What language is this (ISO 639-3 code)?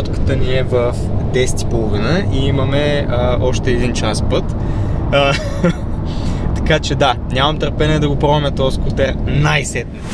bul